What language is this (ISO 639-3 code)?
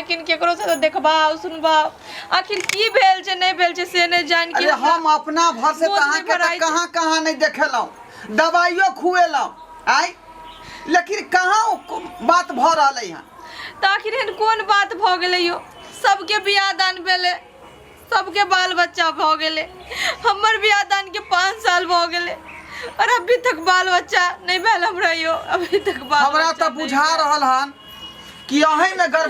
mai